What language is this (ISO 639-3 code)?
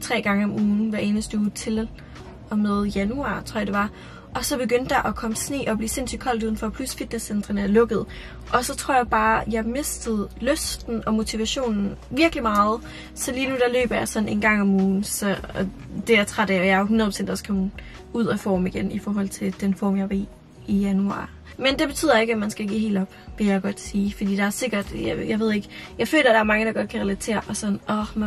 dan